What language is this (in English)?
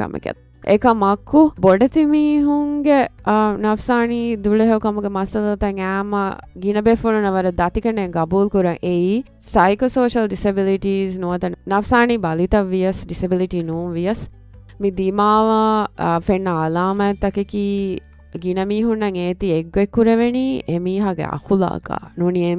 Divehi